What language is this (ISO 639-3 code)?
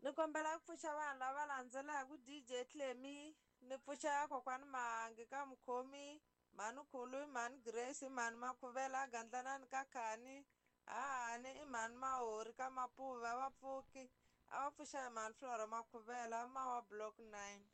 tso